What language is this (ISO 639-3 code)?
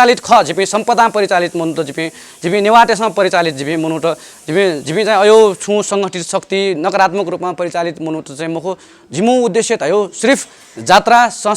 new